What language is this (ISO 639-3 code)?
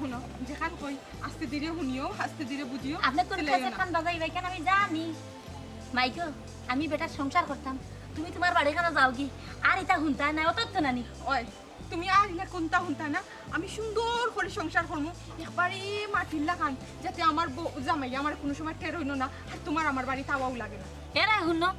syl